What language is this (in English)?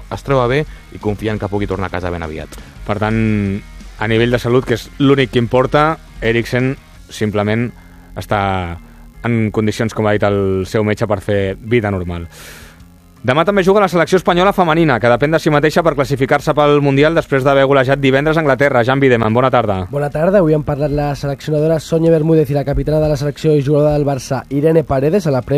Catalan